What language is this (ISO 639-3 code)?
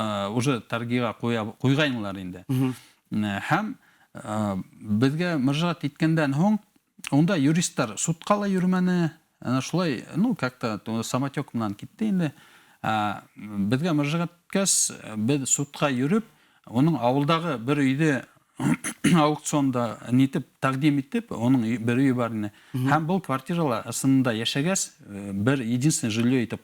bak